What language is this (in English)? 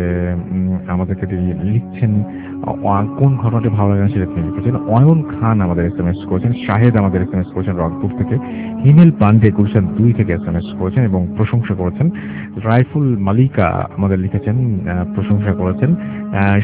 Bangla